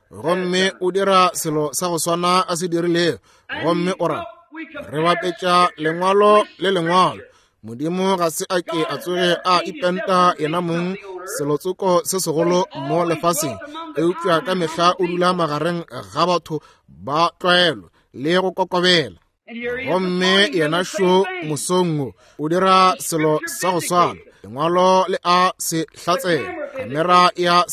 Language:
Northern Sotho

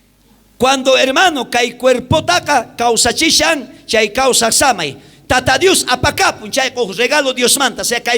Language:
South Bolivian Quechua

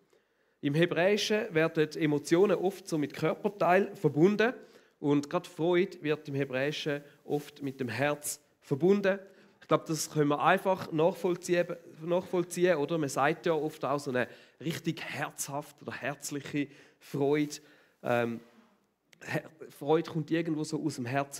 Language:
Swiss German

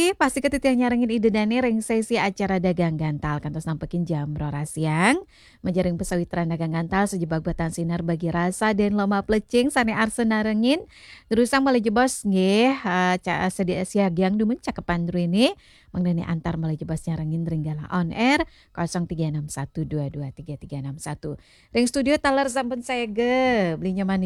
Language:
Balinese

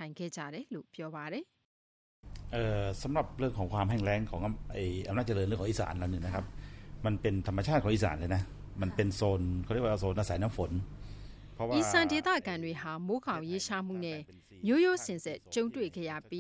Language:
Burmese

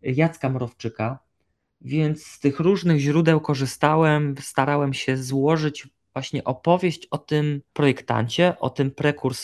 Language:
Polish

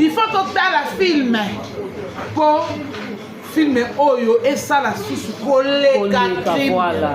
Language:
Lingala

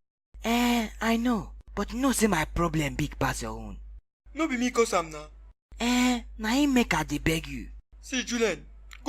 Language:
Nigerian Pidgin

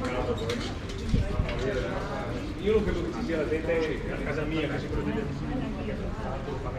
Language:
Italian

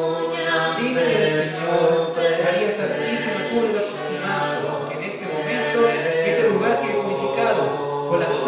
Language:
Spanish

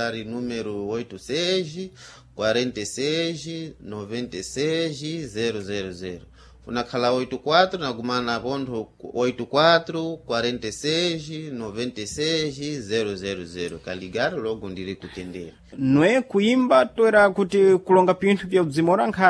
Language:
Sena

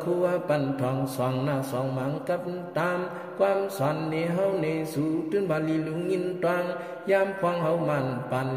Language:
Shan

